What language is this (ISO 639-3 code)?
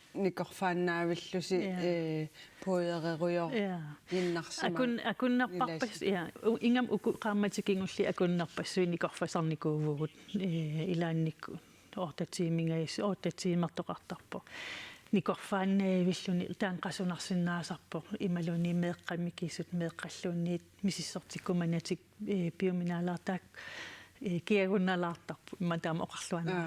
kal